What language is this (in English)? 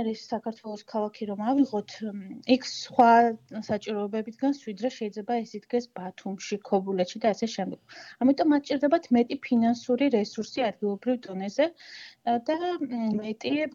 Georgian